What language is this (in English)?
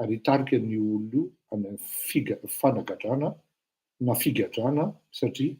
Malagasy